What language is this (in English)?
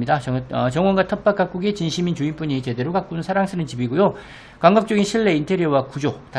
Korean